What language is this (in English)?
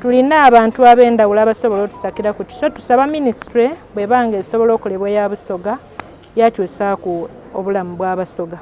Soga